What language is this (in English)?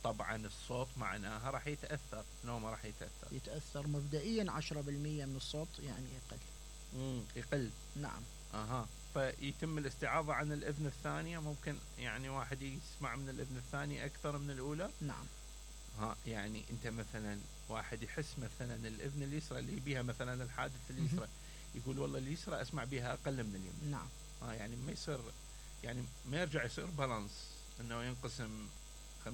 Mesopotamian Arabic